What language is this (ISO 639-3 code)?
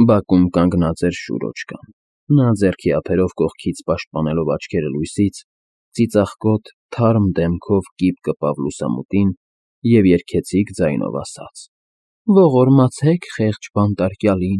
hye